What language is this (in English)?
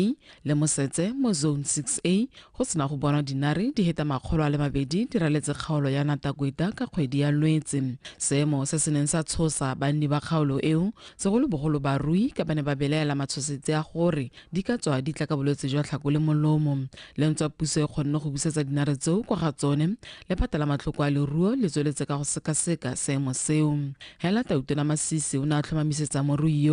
Tswana